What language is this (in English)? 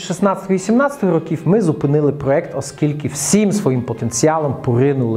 Ukrainian